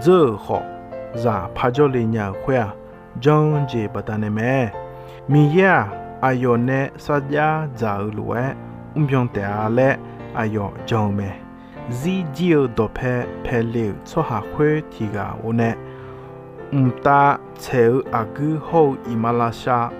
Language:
Akha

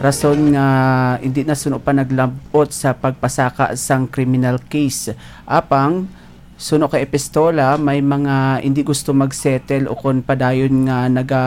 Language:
Hiligaynon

